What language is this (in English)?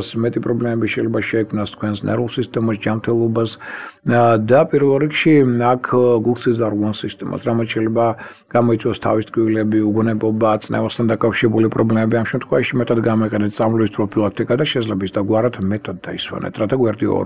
Georgian